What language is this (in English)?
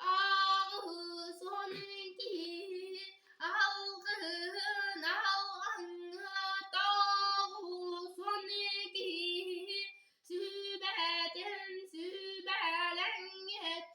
Yakut